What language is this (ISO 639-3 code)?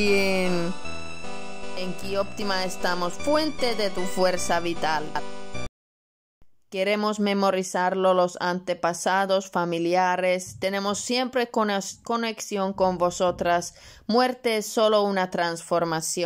spa